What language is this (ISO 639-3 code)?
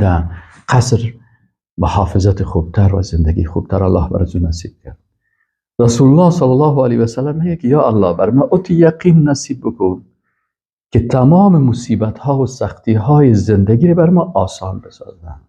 fas